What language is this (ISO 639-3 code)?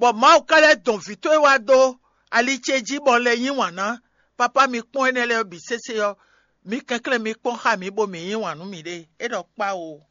fon